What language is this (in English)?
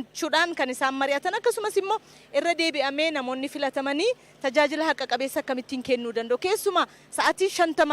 Oromo